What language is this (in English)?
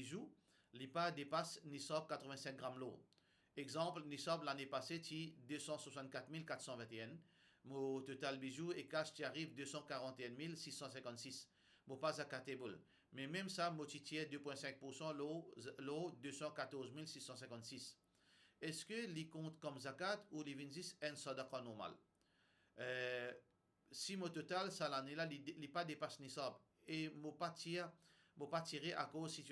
Morisyen